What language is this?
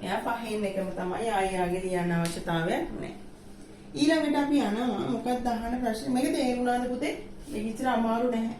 Sinhala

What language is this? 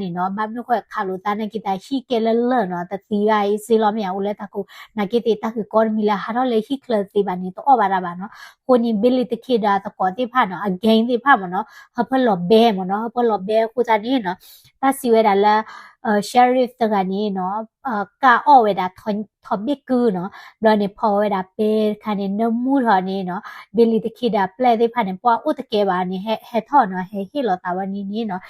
S'gaw Karen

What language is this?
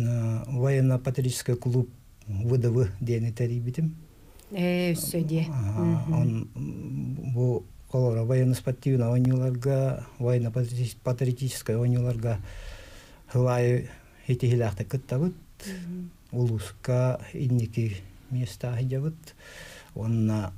Yakut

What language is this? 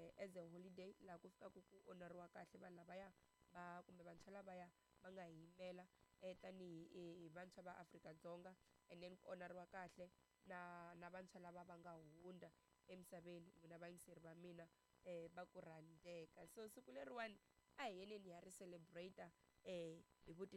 Tsonga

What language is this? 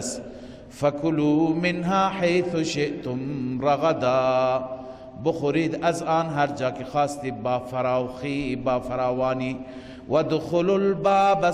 Persian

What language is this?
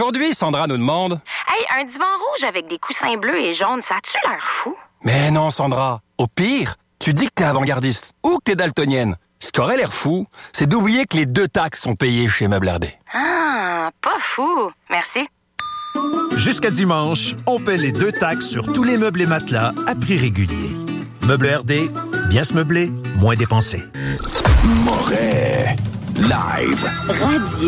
French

